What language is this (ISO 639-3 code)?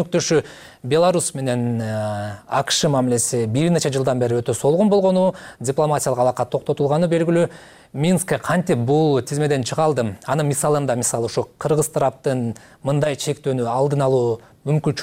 kir